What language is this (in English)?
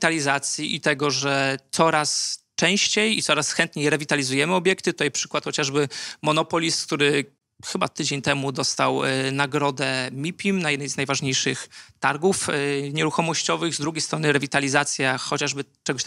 Polish